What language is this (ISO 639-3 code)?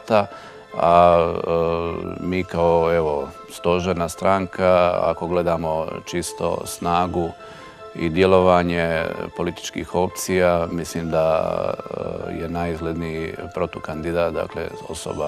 hrv